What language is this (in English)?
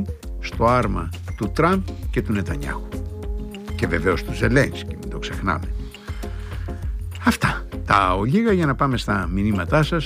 Greek